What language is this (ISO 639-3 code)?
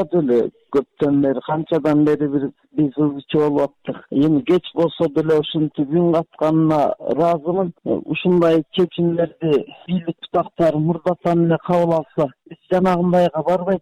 kir